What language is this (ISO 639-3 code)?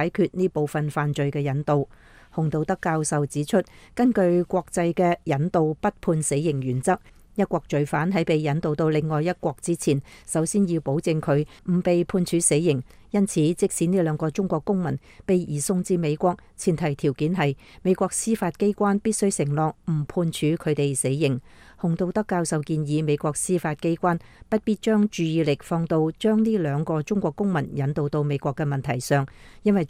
yue